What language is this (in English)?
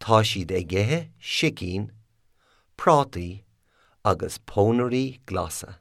Irish